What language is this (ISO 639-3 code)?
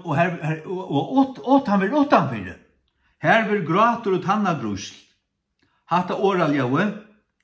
fao